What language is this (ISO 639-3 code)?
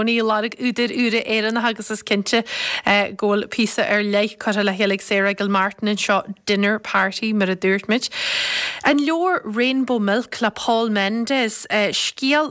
gle